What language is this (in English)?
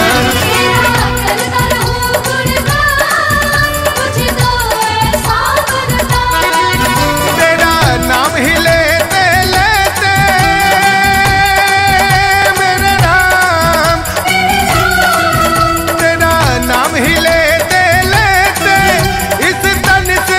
Bhojpuri